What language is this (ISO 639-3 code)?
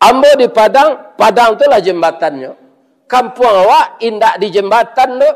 min